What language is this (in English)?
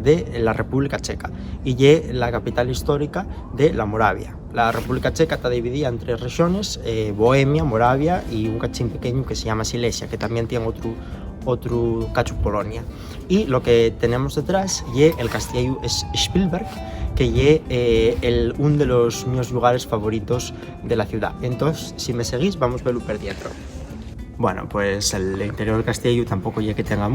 Asturian